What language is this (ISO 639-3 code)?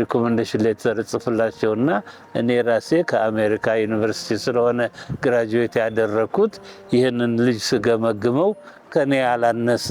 amh